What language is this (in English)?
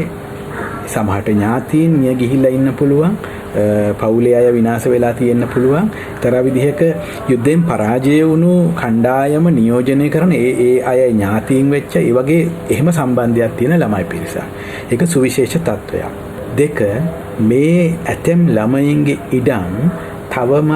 Sinhala